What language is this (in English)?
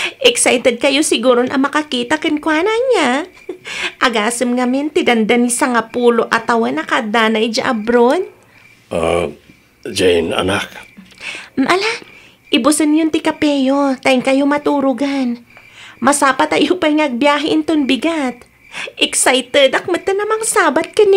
Iloko